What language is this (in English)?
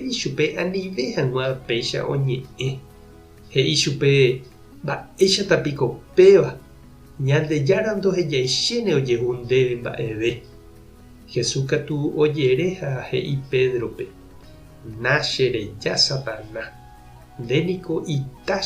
Guarani